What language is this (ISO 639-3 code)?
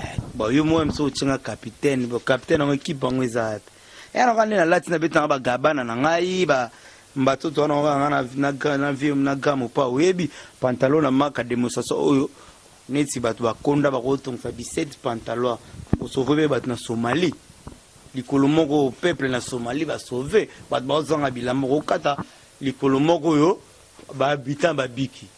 lin